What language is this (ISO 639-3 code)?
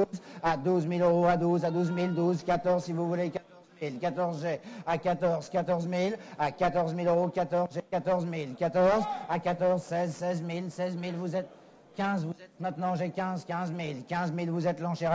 fra